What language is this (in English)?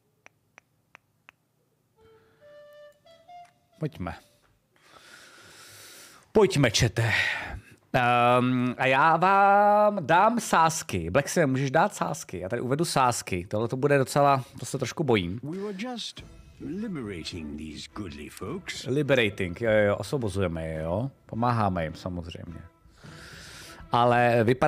Czech